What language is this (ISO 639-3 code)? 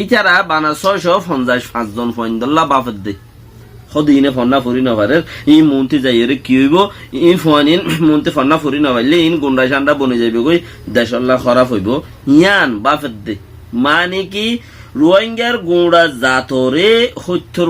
rhg